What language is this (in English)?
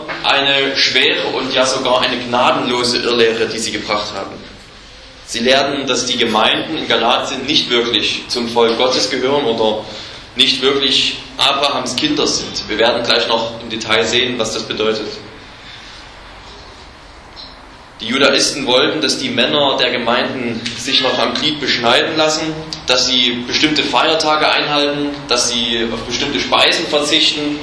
German